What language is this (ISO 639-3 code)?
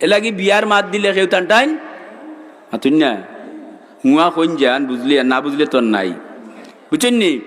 syl